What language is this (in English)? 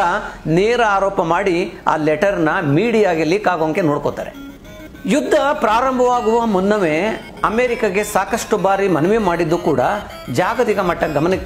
Kannada